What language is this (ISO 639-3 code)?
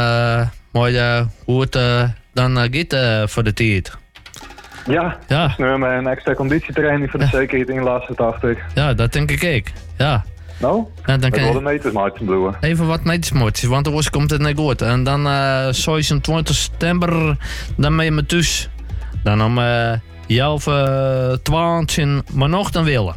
nld